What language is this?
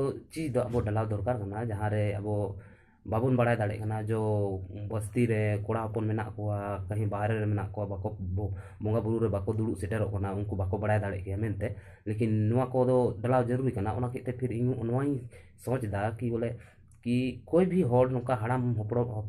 Santali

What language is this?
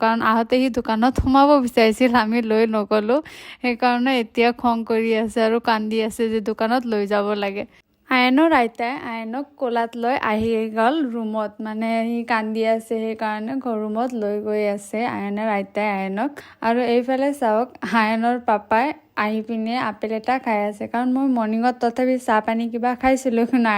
Assamese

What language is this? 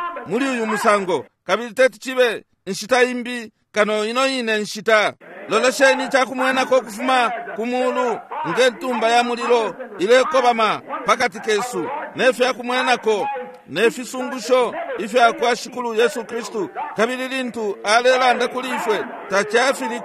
Bemba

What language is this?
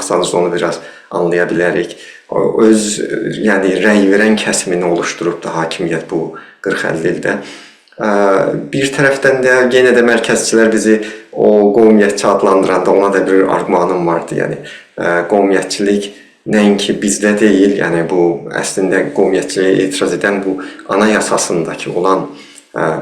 South Azerbaijani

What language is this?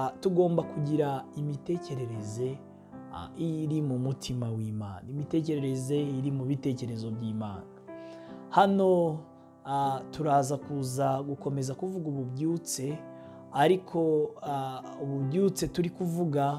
Kinyarwanda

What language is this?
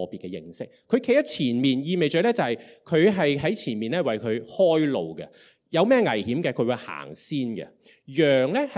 Cantonese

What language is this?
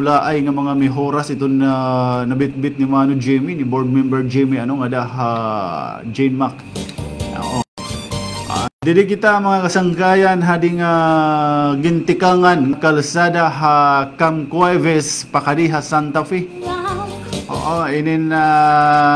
Waray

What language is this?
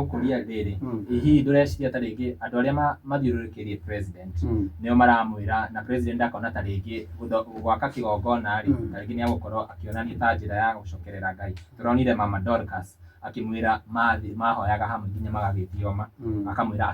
Kikuyu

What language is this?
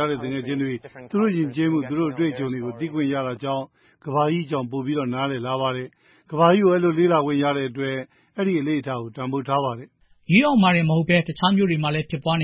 Burmese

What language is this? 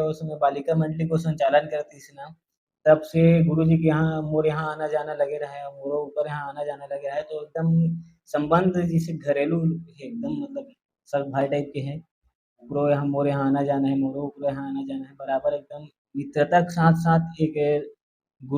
Chhattisgarhi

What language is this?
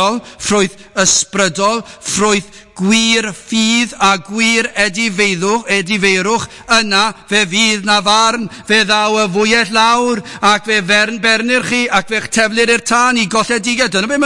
Welsh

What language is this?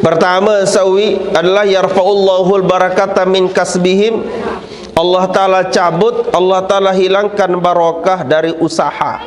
Sasak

